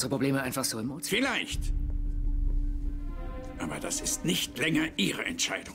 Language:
German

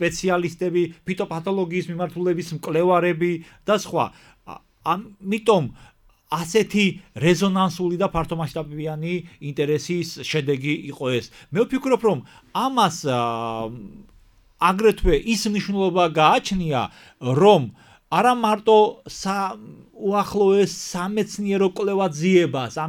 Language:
Georgian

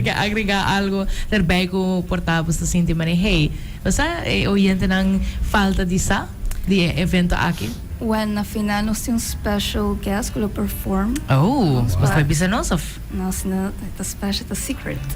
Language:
Papiamento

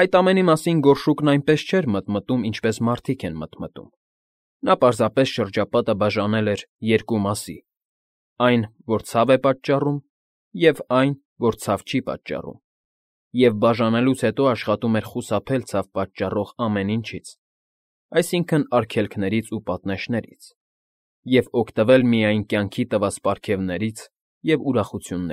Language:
Armenian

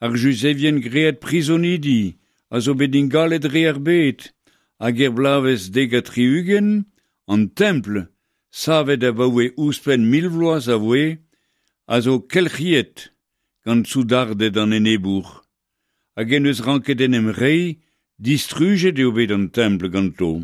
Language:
Breton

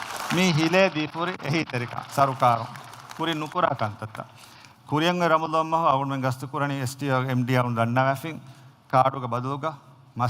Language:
Divehi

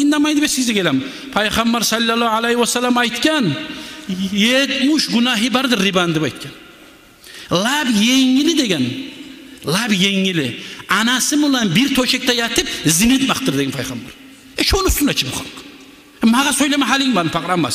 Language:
Kumyk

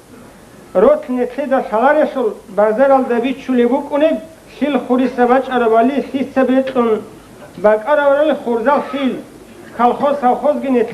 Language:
Avaric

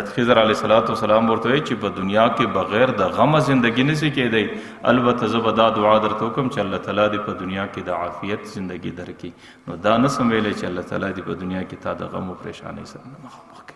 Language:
Pashto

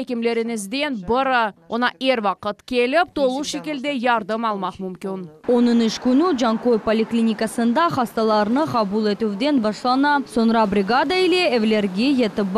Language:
Crimean Tatar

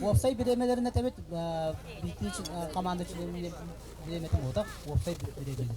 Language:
Yakut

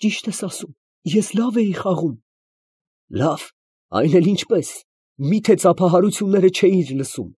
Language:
Armenian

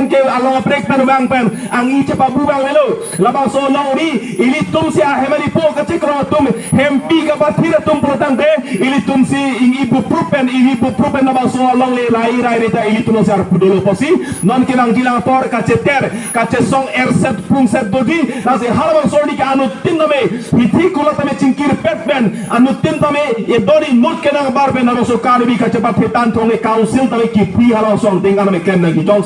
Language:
Karbi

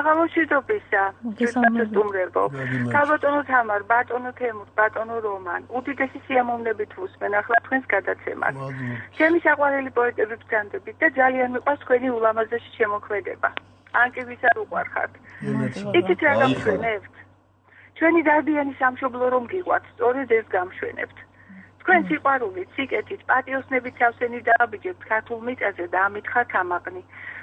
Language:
Georgian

